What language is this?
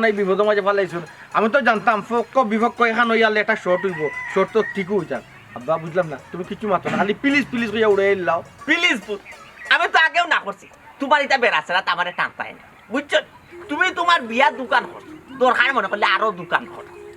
Sylheti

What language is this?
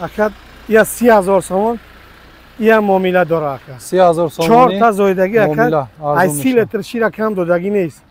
Tajik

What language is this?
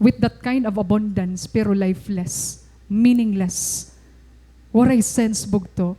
Waray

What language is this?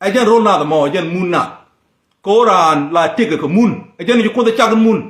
Nuer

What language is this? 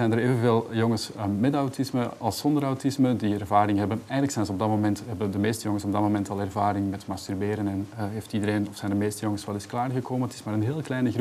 Dutch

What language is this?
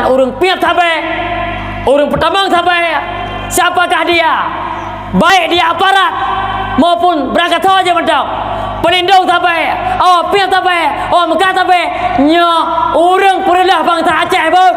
Achinese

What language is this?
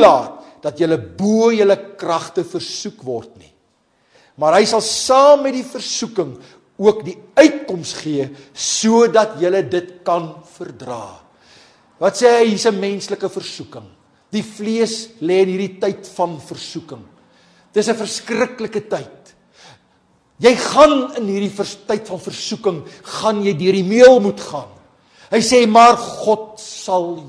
Afrikaans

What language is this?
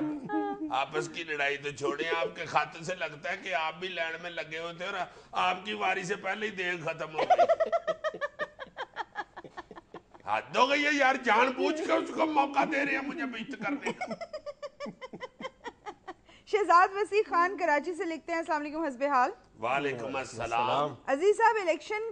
Urdu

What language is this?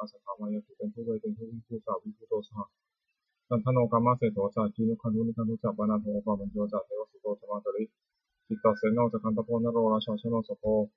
Pali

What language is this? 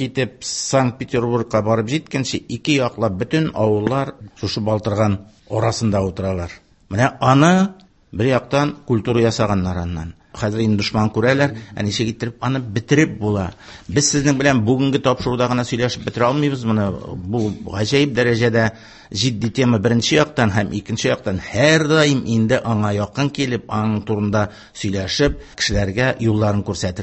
Tatar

